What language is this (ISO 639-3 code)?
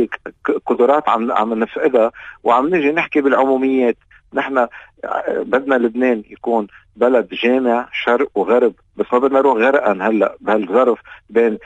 apc